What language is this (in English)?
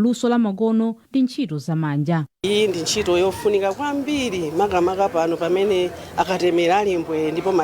Nyanja